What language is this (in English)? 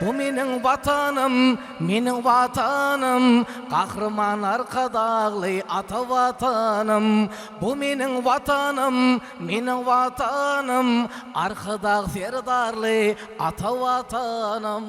Turkmen